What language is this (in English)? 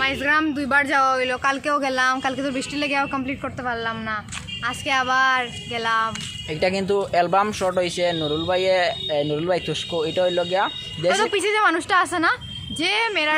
Sylheti